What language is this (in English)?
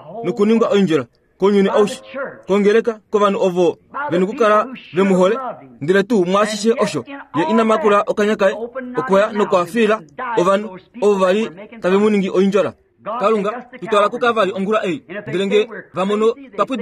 Kuanyama